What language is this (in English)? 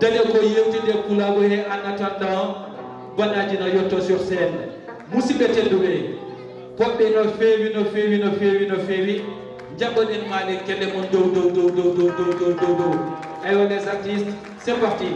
Fula